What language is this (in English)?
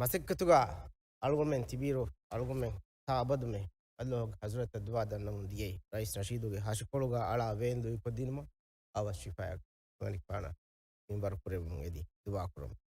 Divehi